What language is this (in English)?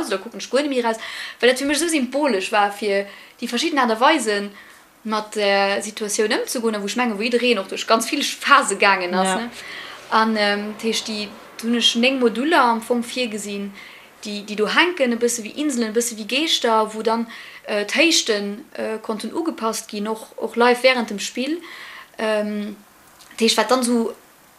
Luxembourgish